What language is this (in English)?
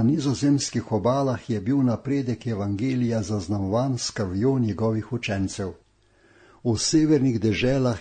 Slovenian